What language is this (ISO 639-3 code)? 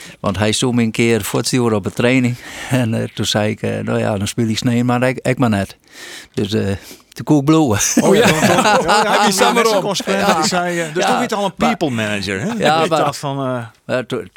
fry